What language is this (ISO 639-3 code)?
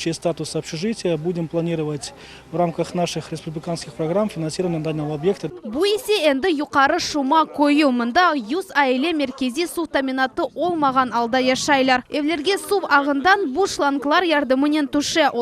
crh